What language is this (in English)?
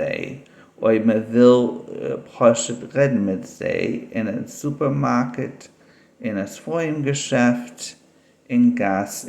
Yiddish